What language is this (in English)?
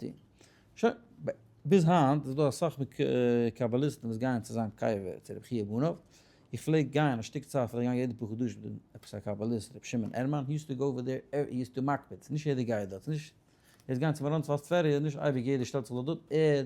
Yiddish